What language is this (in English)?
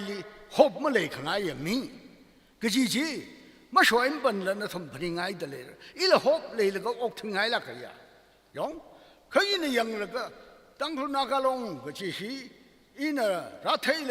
Tangkhul Naga (India)